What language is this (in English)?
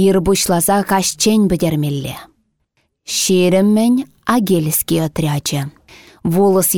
Chuvash